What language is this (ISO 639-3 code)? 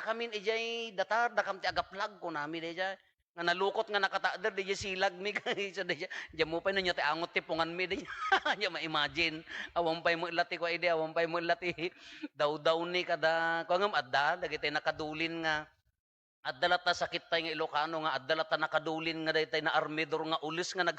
ilo